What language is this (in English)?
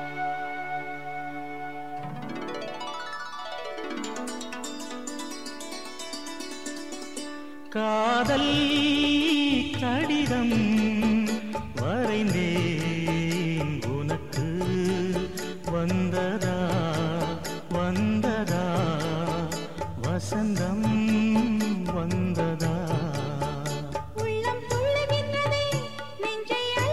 Tamil